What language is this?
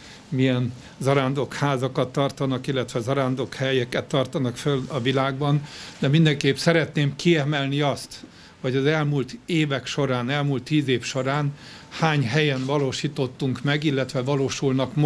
Hungarian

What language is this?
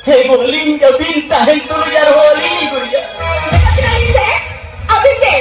Santali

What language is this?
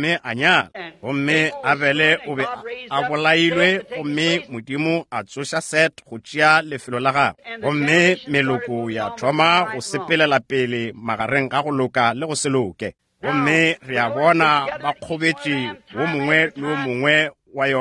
Northern Sotho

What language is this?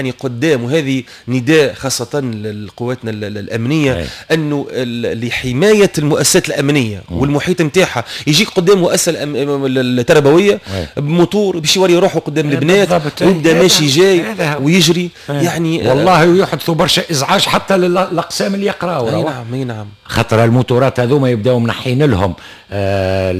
Tunisian Arabic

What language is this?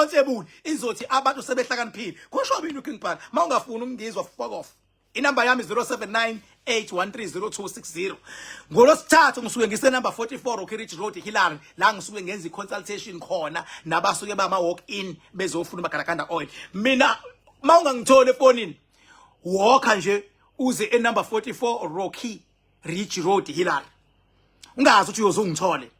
Zulu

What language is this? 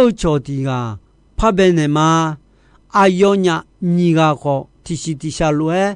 Akha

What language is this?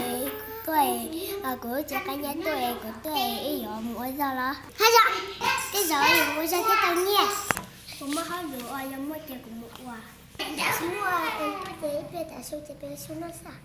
Hmong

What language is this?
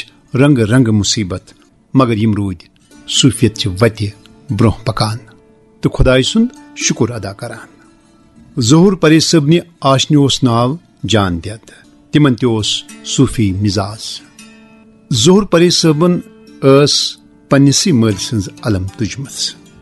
Kashmiri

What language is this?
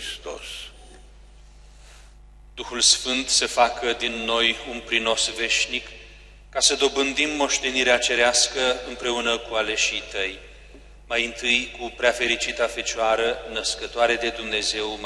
Romanian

